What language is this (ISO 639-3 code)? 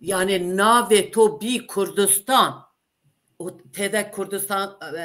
zza